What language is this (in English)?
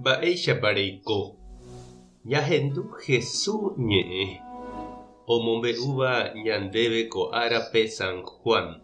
Guarani